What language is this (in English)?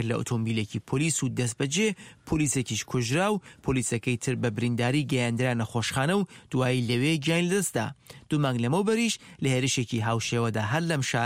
Central Kurdish